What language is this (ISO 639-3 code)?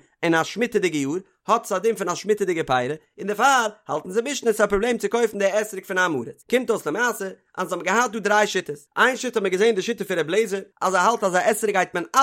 yid